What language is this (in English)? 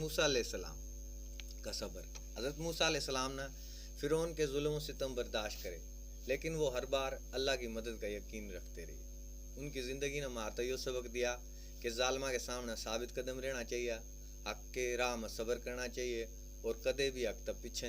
Haryanvi